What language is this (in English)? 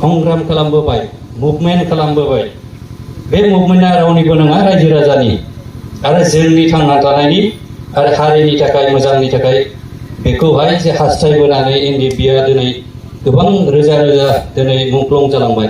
Bodo